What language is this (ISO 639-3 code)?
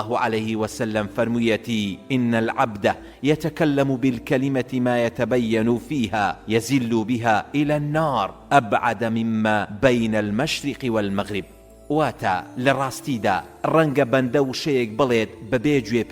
ckb